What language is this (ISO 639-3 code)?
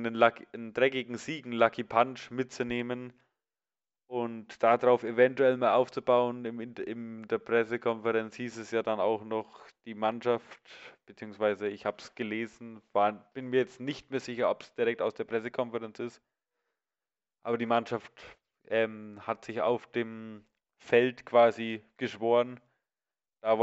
deu